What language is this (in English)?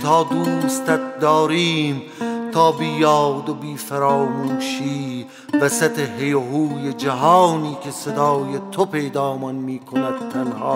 Persian